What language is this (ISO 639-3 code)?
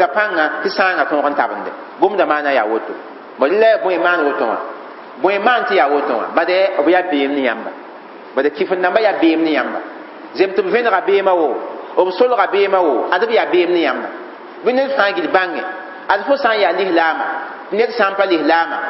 mos